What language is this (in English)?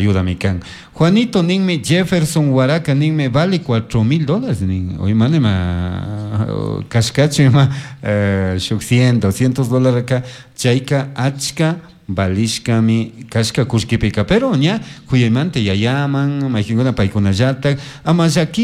Chimborazo Highland Quichua